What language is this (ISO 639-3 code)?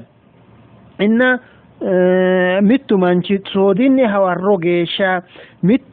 sid